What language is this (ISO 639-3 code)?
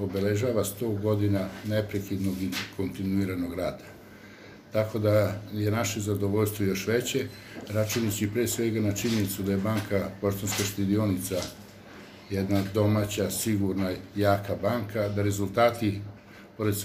srp